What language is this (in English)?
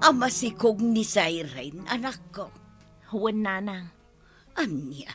Iloko